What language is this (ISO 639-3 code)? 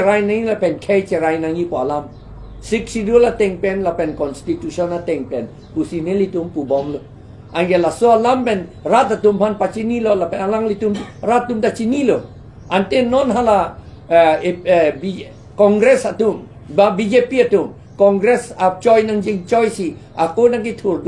mjw